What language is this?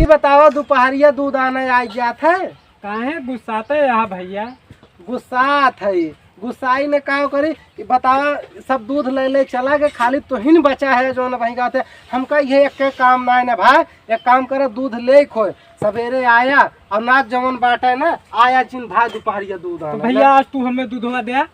Awadhi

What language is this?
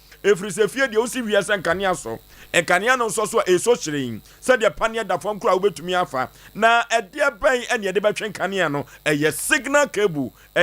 Akan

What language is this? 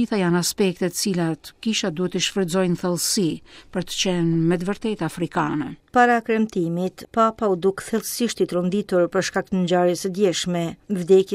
Albanian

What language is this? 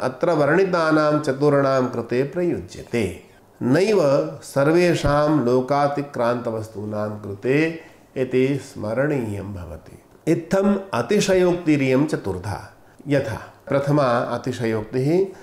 Sanskrit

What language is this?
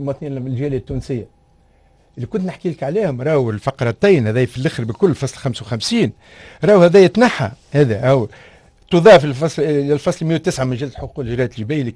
Tunisian Arabic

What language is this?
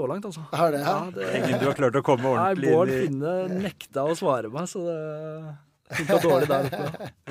Norwegian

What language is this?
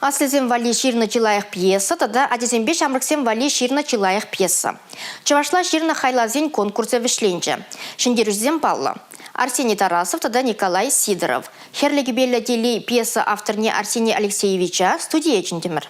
Chuvash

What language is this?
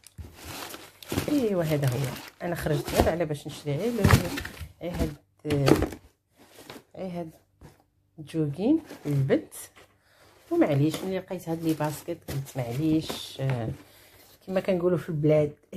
Moroccan Arabic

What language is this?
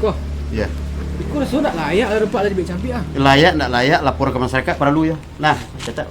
Minangkabau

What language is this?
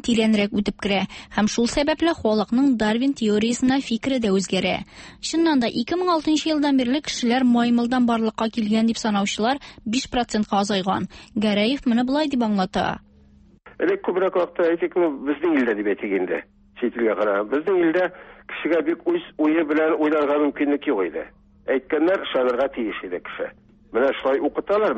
Tatar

